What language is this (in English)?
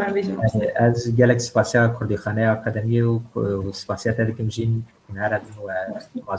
Kurdish